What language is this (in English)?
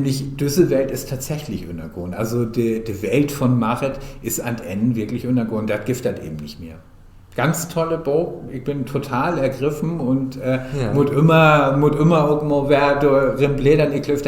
Low German